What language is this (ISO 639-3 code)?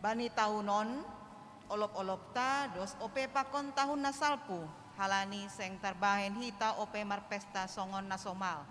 bts